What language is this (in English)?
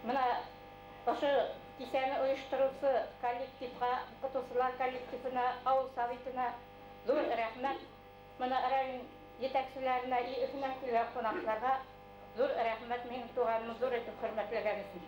Bashkir